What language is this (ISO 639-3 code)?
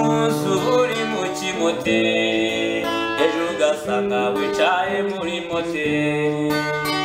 kin